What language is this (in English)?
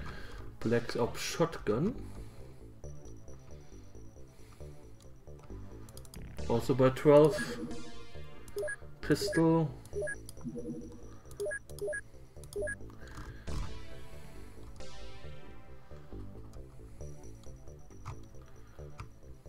English